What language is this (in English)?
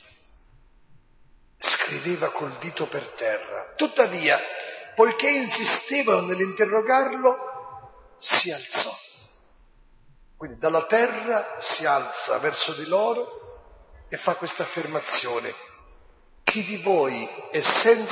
Italian